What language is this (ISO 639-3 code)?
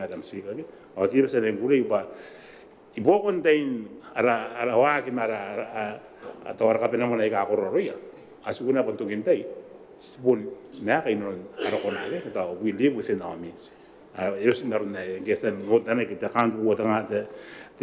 gil